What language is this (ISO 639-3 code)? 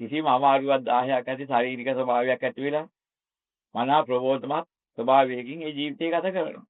sin